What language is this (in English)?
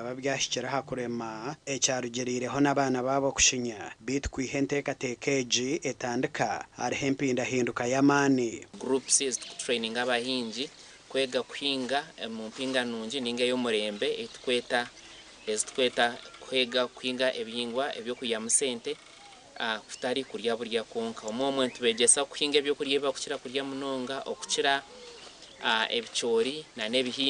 Nyankole